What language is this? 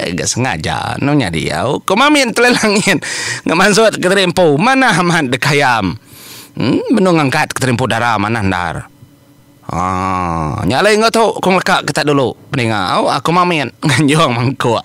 Iban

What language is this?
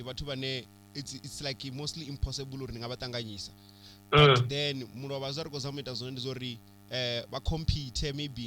Venda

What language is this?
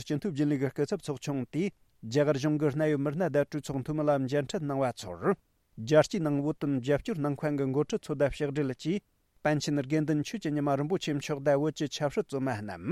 Tibetan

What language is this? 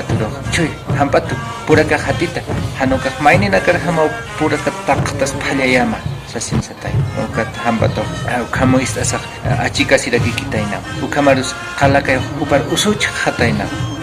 Aymara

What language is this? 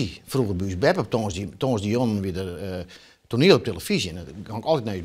Western Frisian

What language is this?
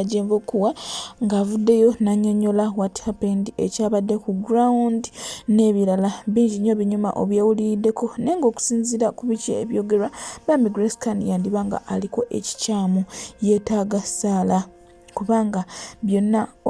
Ganda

